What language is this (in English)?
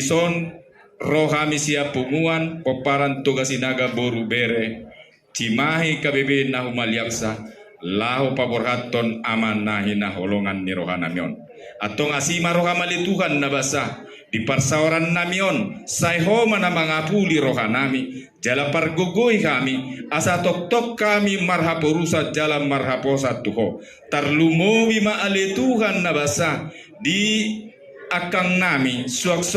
Batak Toba